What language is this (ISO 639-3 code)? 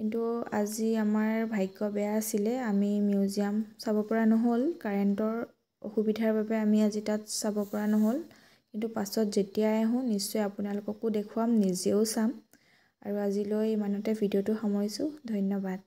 asm